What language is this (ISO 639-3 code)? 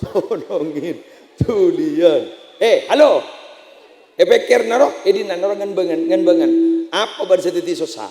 mad